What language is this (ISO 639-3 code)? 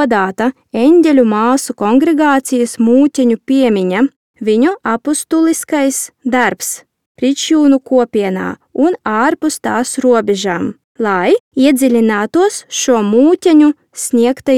lav